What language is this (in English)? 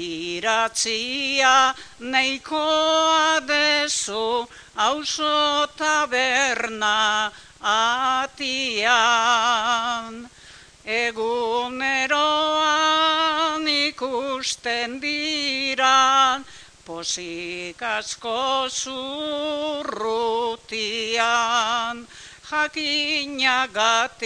Basque